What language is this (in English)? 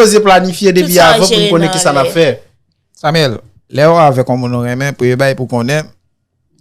Haitian Creole